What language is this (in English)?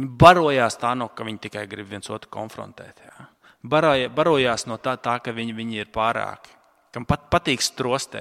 Latvian